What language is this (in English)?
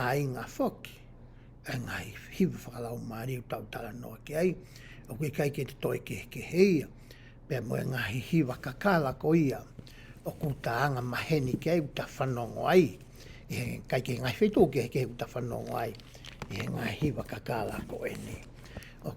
Tongan